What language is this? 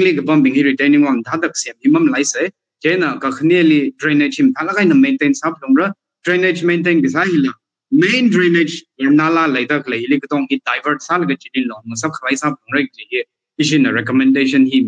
Tangkhul Naga (India)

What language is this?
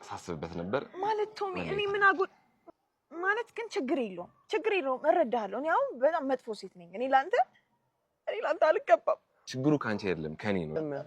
Amharic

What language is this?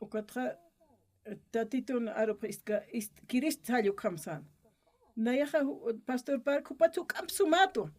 Aymara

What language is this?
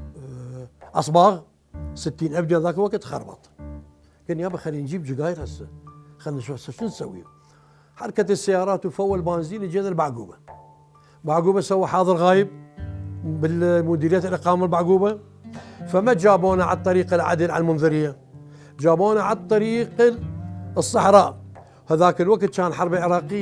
Mesopotamian Arabic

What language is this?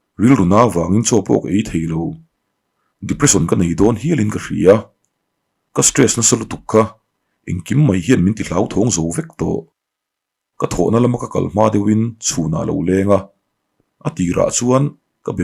Mizo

